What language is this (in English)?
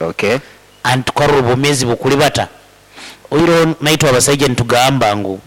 Nyankole